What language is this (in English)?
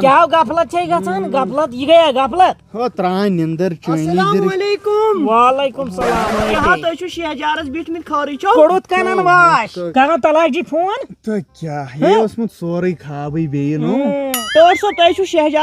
Kashmiri